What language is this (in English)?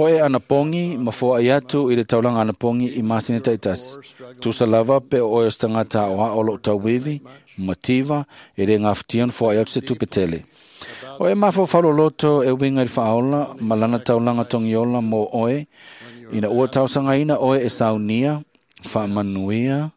Samoan